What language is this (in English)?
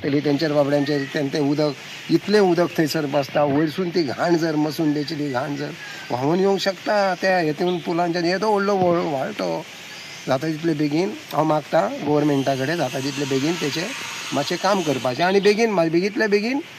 Konkani